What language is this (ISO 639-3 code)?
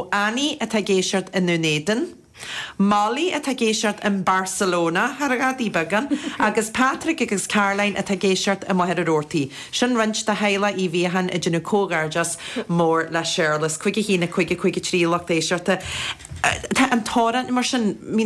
gle